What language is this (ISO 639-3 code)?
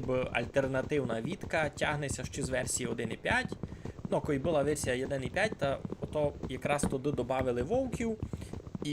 rue